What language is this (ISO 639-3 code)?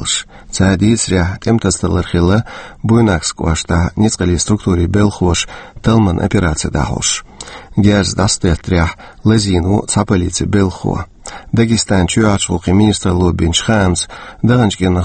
che